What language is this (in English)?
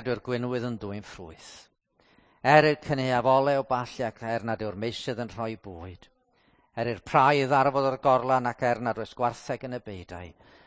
Welsh